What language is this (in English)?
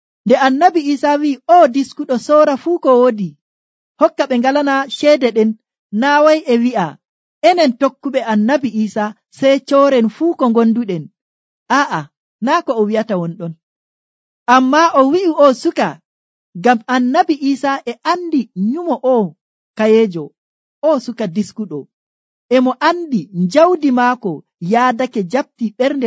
Nigerian Fulfulde